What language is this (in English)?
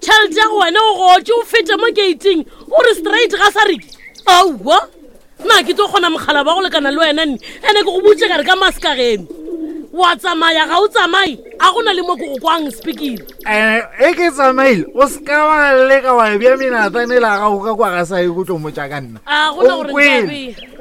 Northern Sotho